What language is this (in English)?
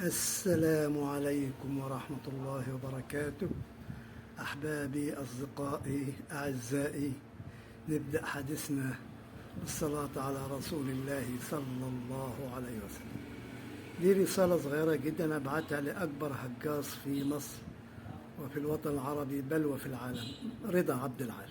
Egyptian Arabic